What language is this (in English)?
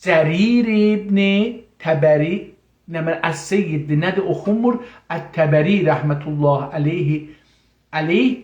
South Azerbaijani